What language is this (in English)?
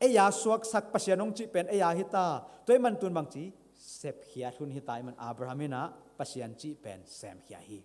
Tedim Chin